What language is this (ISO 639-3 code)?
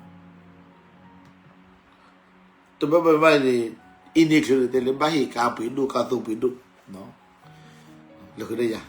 ksw